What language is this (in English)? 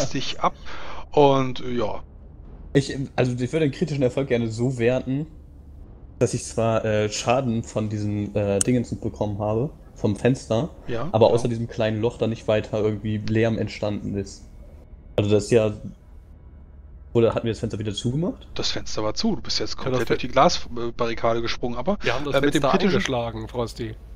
German